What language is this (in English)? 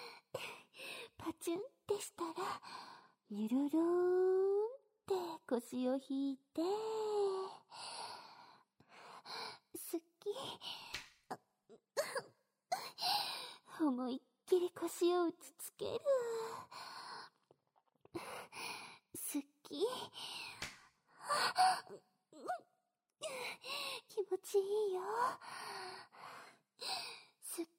Japanese